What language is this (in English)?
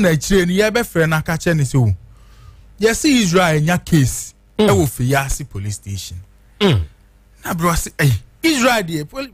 Akan